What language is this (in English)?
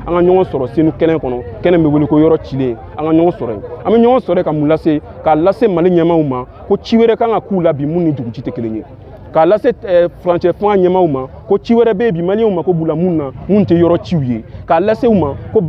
Bambara